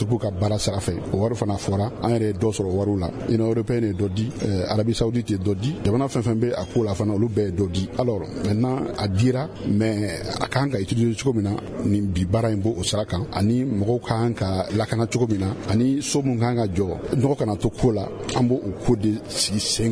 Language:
Bambara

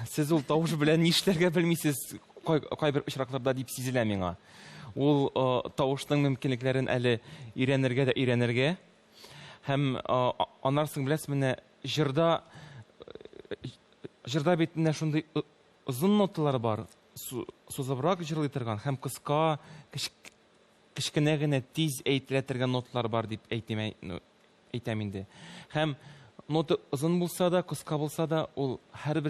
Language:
Tatar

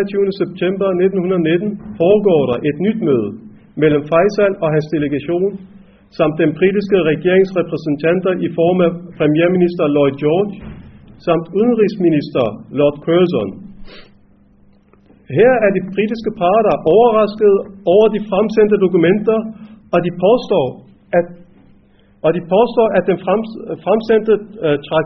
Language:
Danish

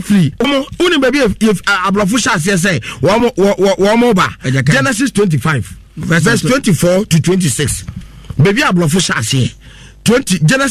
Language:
Akan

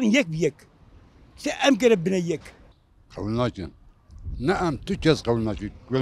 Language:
Kurdish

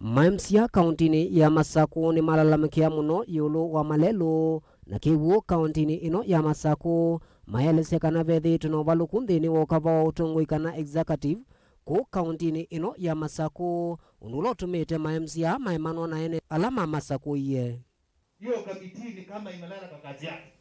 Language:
Kamba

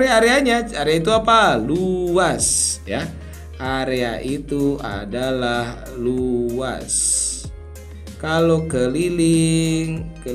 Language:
Indonesian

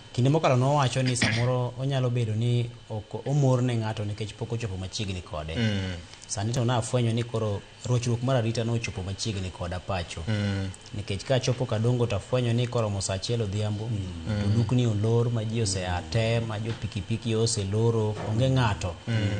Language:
Luo (Kenya and Tanzania)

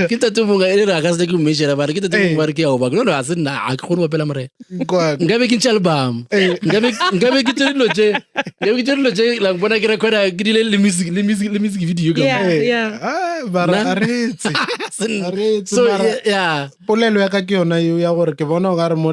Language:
Northern Sotho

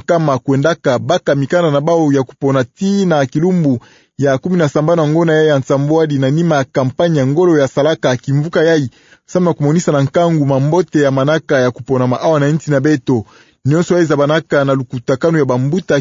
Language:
Kituba (Democratic Republic of Congo)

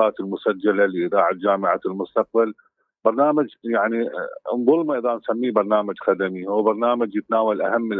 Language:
Mesopotamian Arabic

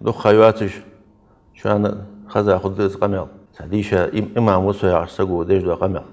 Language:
Ingush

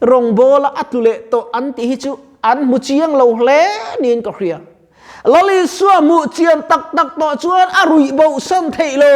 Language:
Mizo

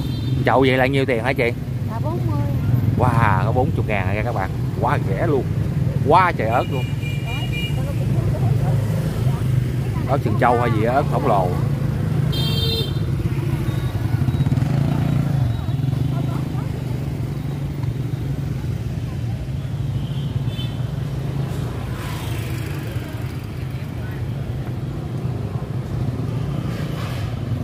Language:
Vietnamese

